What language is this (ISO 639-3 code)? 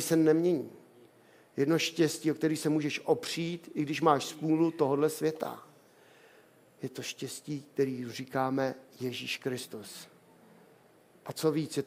ces